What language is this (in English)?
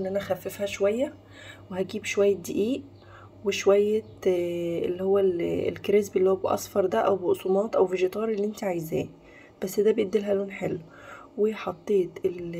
Egyptian Arabic